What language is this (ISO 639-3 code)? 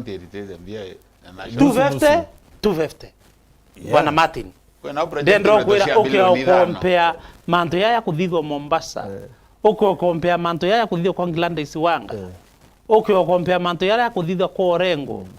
mer